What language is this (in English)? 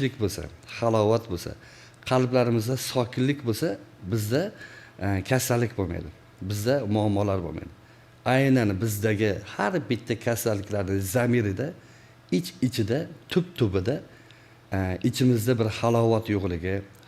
Uzbek